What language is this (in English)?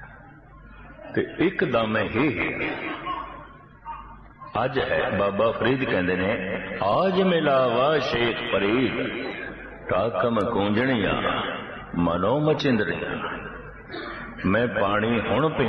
Punjabi